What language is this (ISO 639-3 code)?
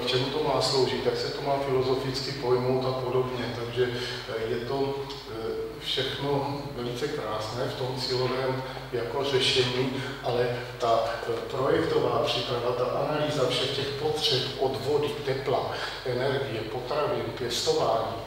ces